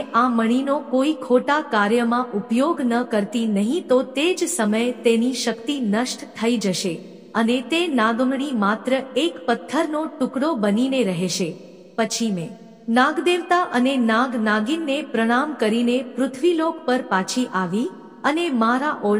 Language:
Gujarati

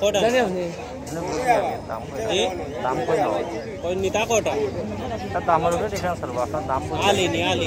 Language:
Sylheti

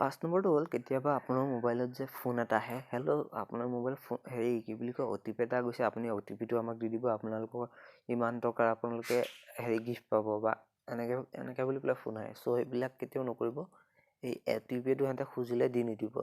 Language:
Assamese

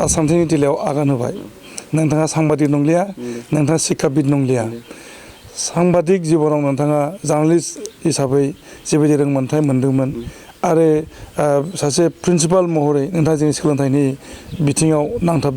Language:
Bodo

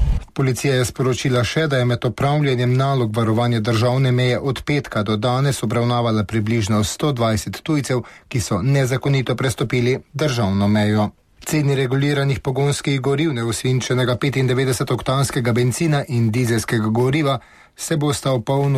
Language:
Slovenian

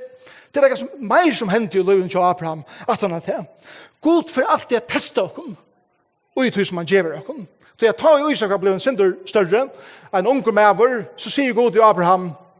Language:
Faroese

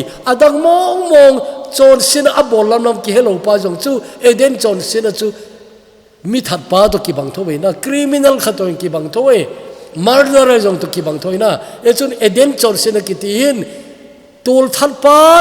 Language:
Thado Chin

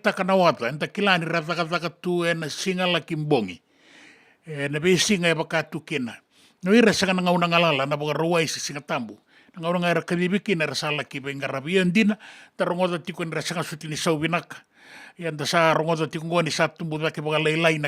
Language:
Fijian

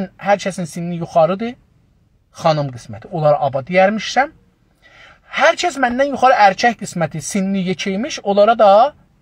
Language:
South Azerbaijani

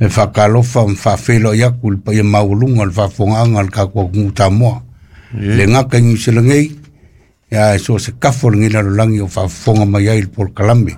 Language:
Samoan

